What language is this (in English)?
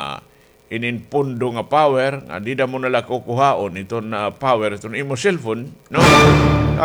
Waray